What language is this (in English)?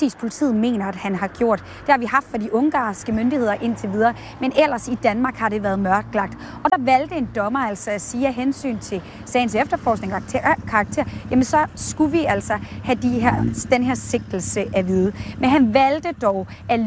Danish